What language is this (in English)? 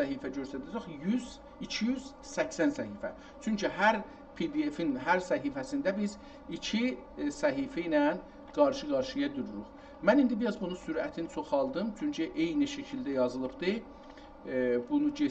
South Azerbaijani